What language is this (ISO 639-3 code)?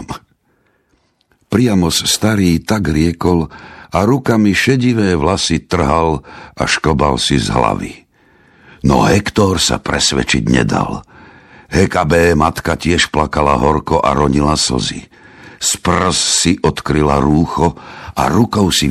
slk